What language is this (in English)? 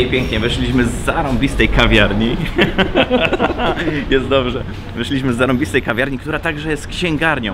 Polish